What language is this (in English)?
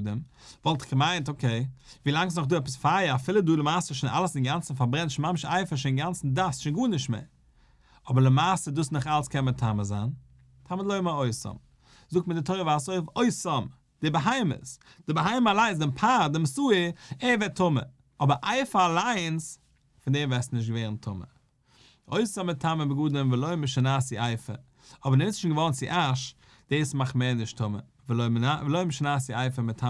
Yiddish